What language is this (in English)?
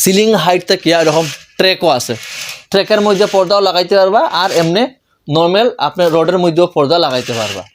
Sylheti